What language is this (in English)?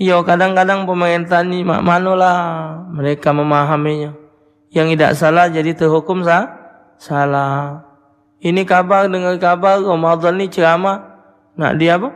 Musi